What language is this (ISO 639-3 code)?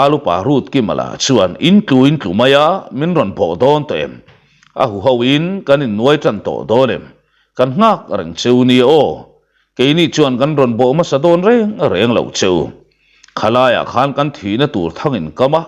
lus